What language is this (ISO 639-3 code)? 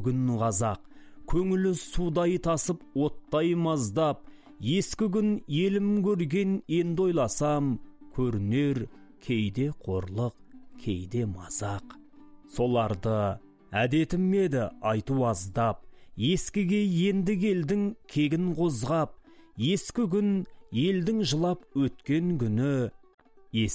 kaz